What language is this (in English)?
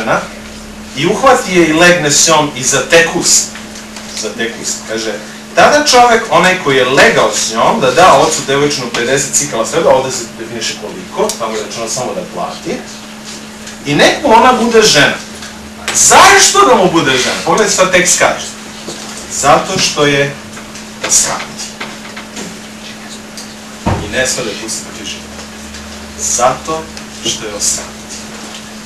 Serbian